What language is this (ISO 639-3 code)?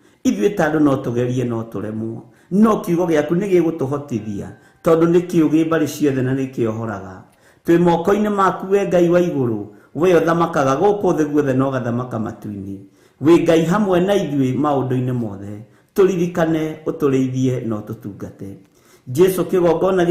kik